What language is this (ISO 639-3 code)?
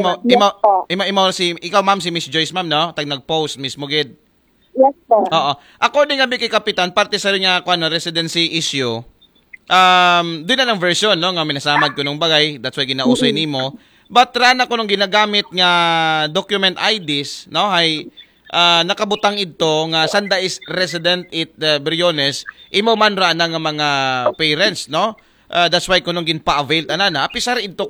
akl